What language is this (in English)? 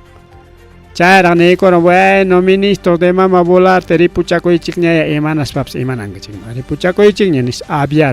Ayacucho Quechua